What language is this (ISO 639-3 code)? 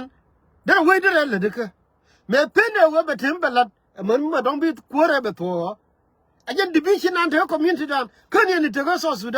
nus